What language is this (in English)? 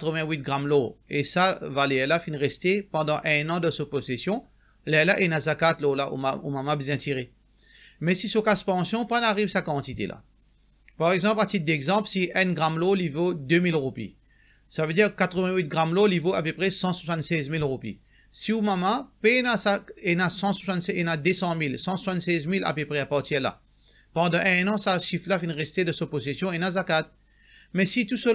Morisyen